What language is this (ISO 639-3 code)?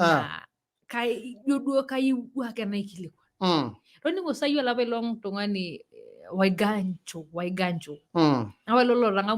mas